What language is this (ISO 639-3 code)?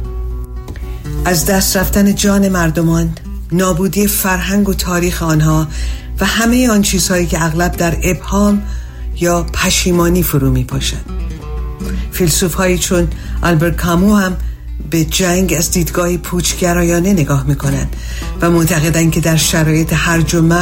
fas